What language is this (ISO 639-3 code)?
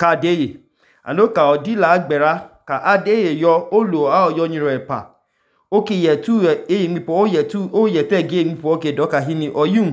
idu